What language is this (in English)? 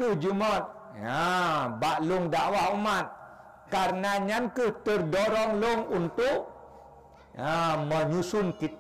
Achinese